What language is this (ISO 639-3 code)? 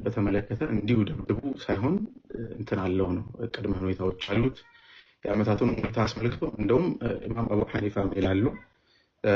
amh